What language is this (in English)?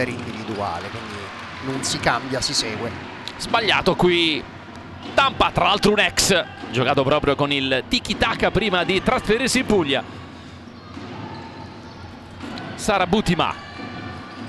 Italian